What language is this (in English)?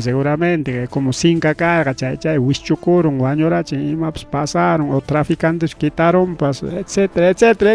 Ayacucho Quechua